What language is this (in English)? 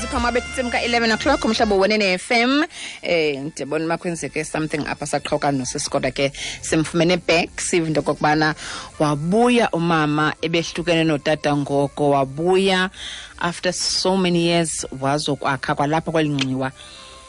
Xhosa